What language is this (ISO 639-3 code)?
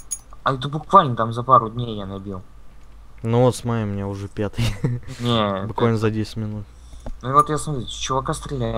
rus